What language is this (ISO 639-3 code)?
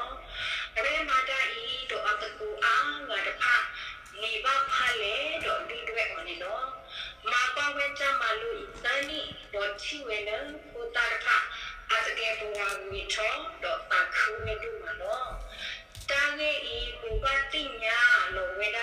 ksw